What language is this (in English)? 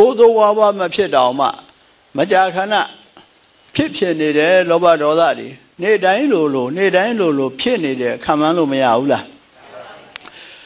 Burmese